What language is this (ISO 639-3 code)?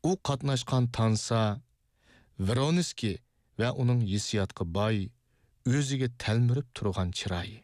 uig